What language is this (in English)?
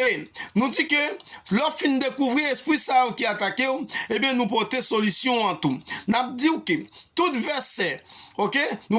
Haitian Creole